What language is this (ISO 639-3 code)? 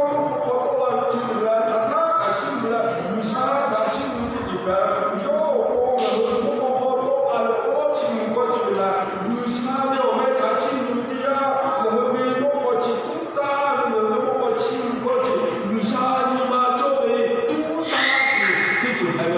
lhu